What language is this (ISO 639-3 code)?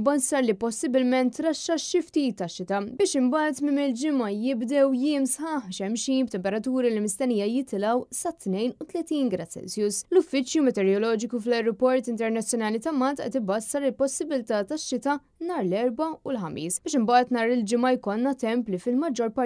mlt